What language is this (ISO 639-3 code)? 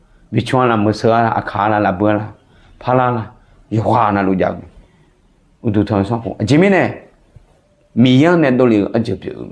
ahk